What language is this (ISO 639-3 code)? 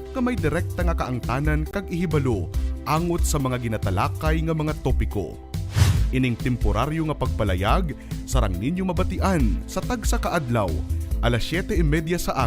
hil